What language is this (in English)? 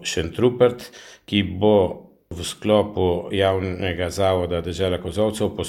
Slovenian